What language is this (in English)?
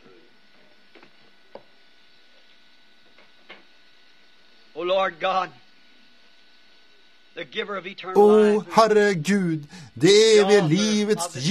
Norwegian